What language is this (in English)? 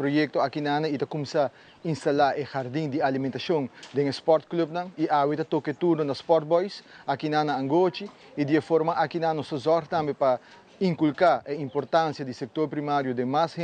Papiamento